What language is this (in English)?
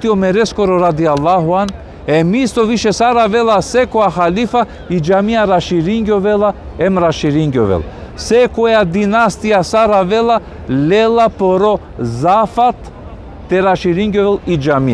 Balkan Romani